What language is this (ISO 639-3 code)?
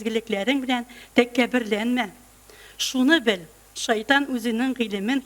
tat